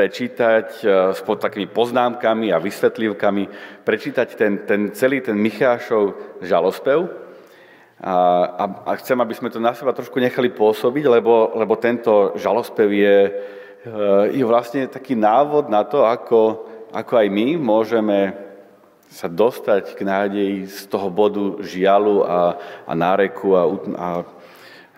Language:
Slovak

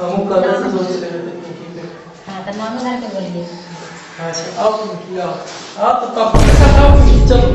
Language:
Magahi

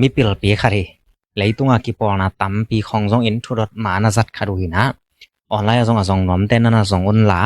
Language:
Tedim Chin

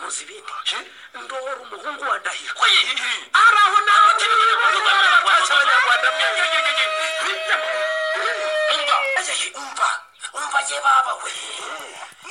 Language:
Kinyarwanda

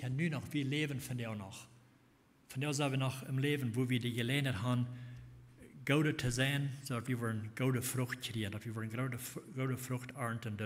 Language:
Plautdietsch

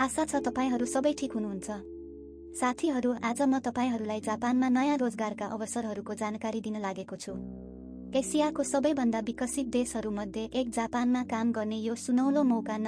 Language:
Nepali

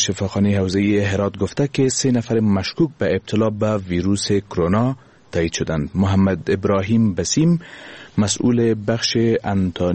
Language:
Persian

